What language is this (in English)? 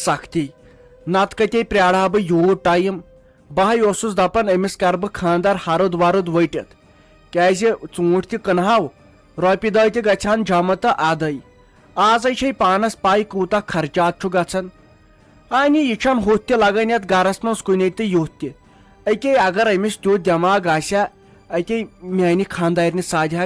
Kashmiri